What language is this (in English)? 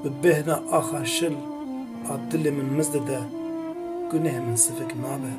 Kurdish